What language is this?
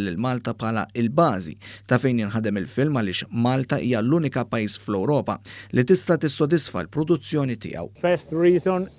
Maltese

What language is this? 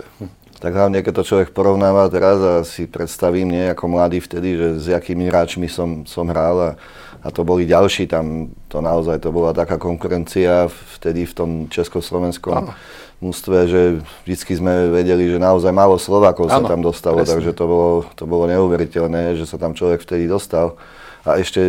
Slovak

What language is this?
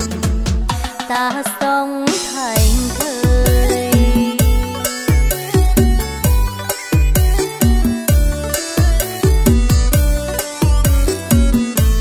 Vietnamese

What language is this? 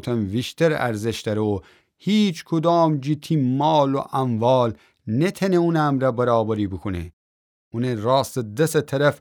Gilaki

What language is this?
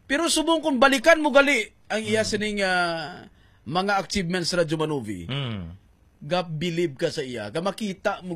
Hiligaynon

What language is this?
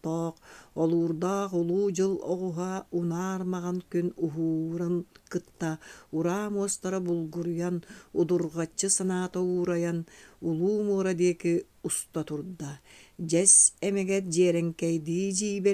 Yakut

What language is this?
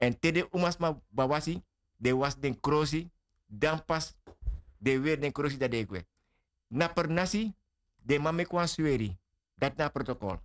Sranan Tongo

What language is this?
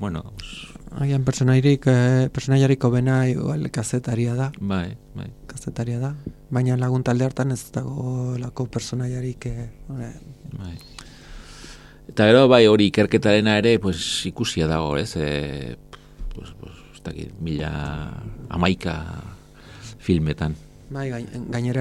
Basque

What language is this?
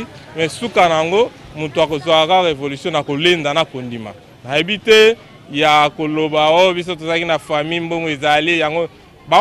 Lingala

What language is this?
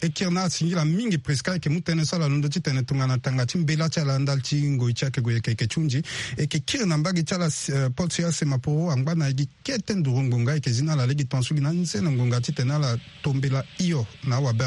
Sango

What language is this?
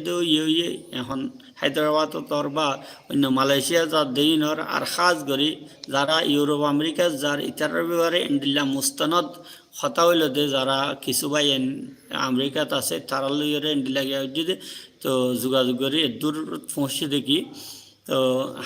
Rohingya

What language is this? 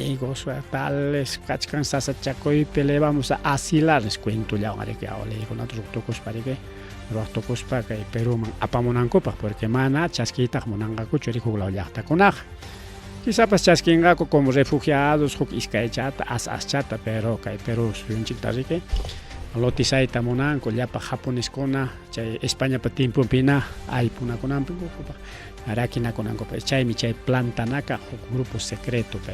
Ayacucho Quechua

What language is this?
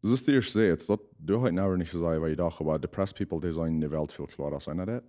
Plautdietsch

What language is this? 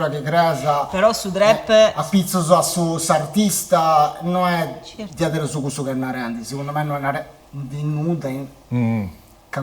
Sardinian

